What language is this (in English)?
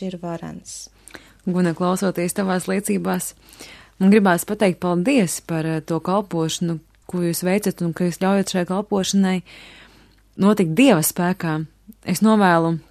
Latvian